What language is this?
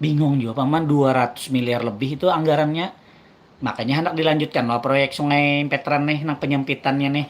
Banjar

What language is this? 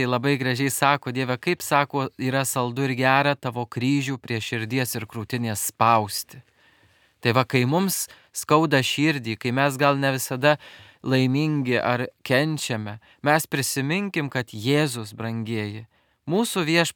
Lithuanian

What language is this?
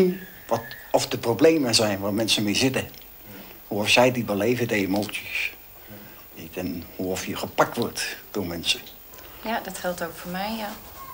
Dutch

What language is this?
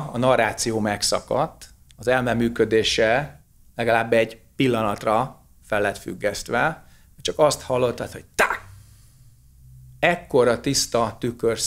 Hungarian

